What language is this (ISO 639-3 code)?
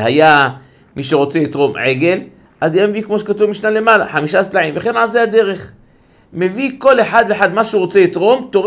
heb